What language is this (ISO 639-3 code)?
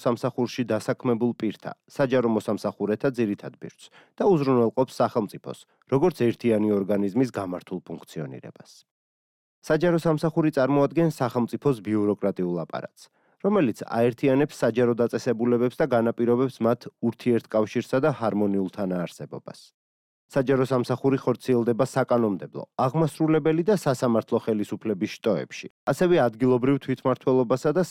kat